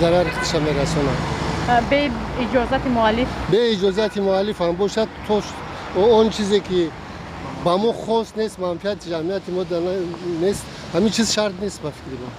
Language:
Tajik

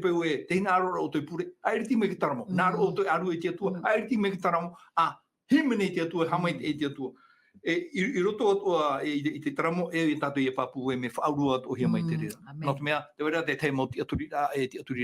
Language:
Tahitian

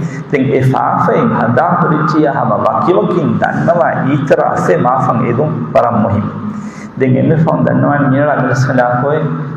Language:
Divehi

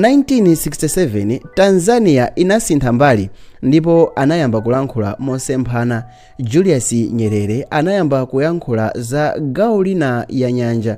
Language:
Nyanja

